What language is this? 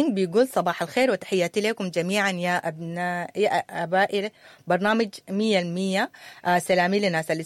Sudanese Arabic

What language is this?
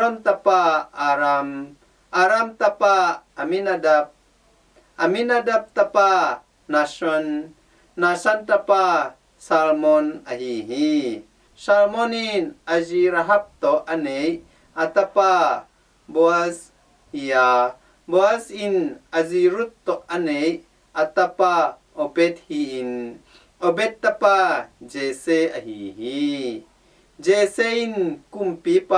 Tedim Chin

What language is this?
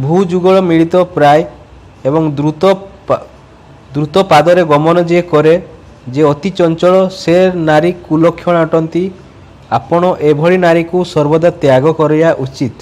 Odia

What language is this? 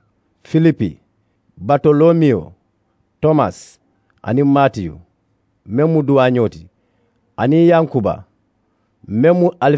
Mandingo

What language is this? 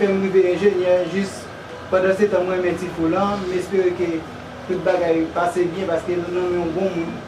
Haitian Creole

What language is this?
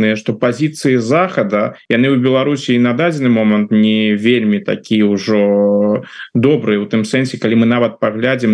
Belarusian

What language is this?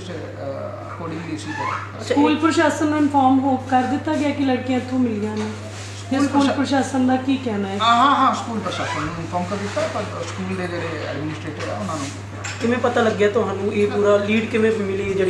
Punjabi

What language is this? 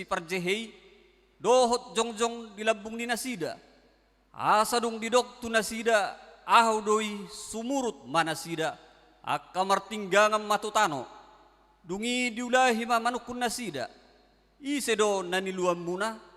Batak Toba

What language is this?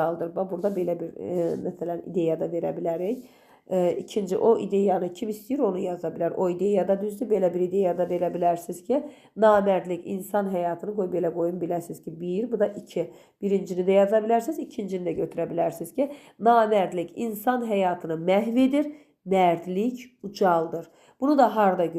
Azerbaijani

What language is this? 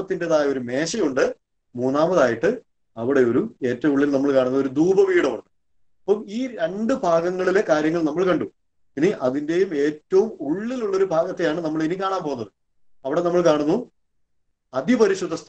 Malayalam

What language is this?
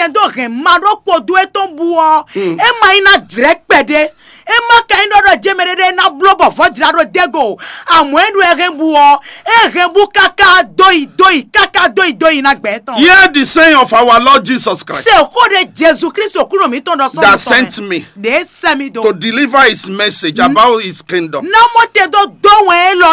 Fon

